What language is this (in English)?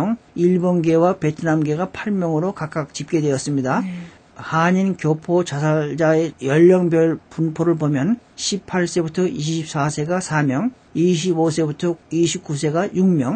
Korean